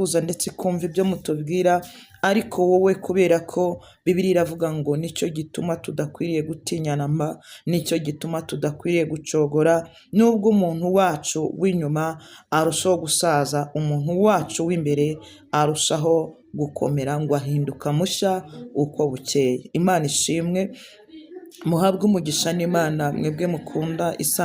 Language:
Kinyarwanda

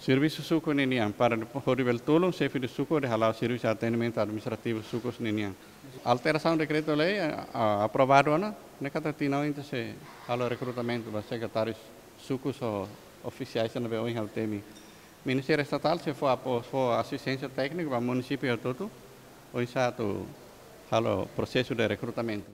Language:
Tetum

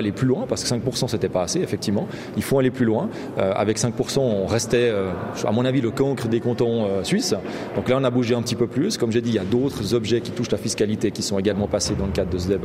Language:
French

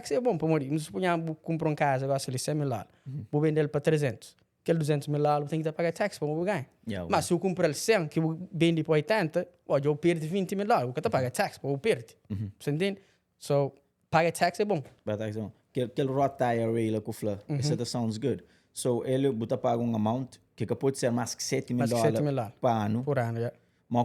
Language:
Kabuverdianu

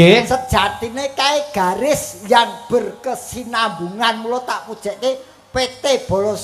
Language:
Javanese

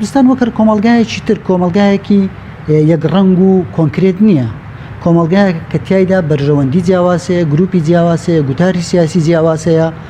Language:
Central Kurdish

